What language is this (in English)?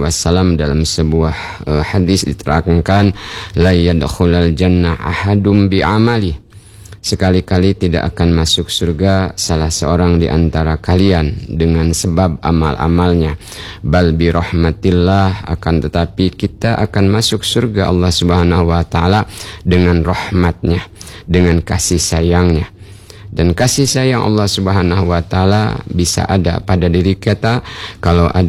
Indonesian